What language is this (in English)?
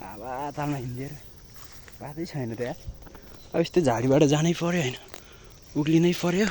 Nepali